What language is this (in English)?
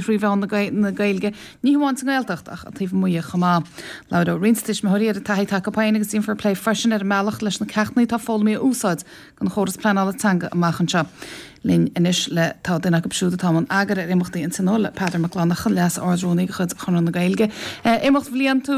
Irish